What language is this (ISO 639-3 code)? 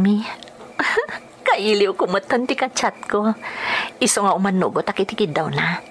ilo